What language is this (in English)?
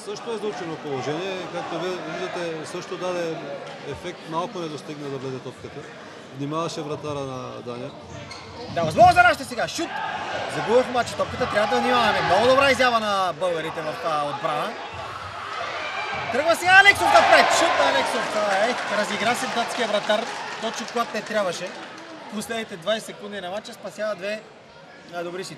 Bulgarian